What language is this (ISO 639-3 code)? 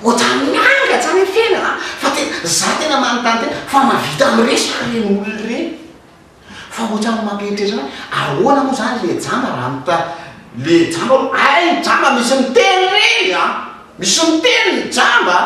mlg